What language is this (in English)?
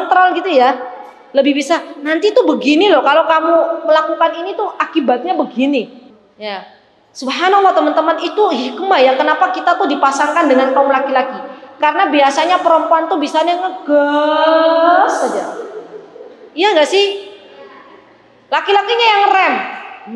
Indonesian